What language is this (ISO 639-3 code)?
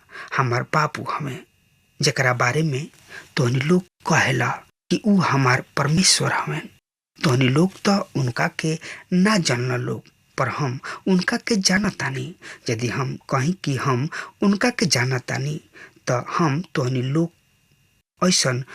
bho